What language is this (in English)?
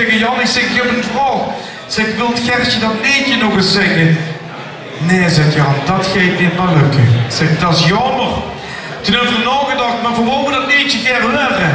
Limburgish